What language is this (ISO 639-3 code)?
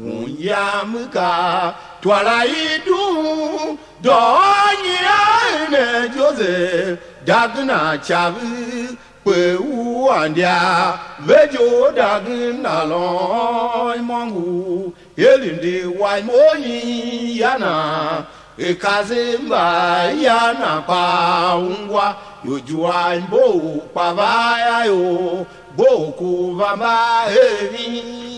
tiv